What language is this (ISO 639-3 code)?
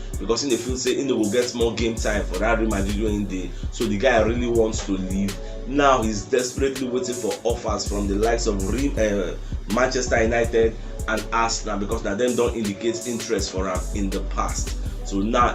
pcm